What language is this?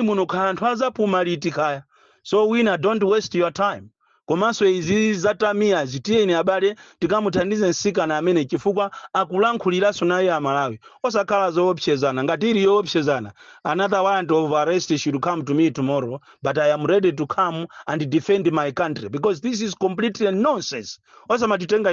Nyanja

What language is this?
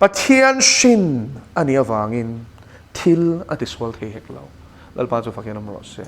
Mizo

